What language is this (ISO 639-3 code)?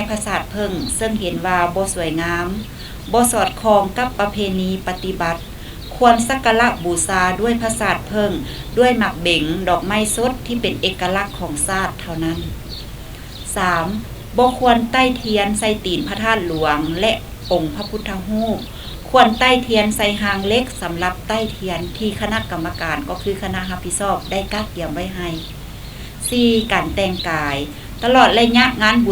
lao